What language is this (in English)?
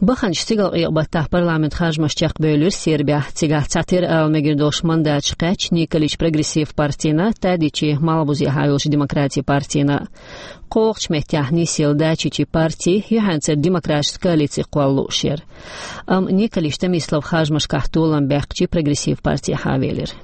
Chechen